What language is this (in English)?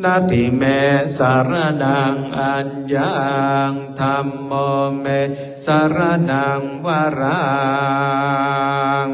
Pali